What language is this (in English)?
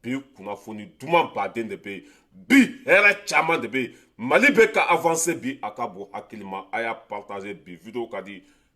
Bambara